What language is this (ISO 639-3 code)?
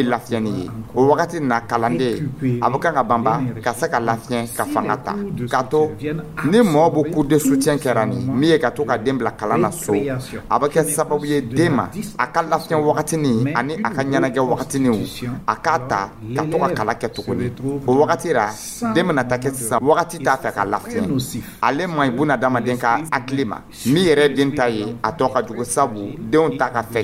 dyu